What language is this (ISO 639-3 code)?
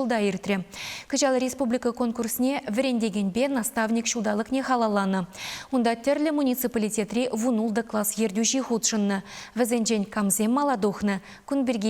chv